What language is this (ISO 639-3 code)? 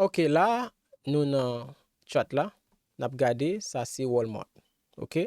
hat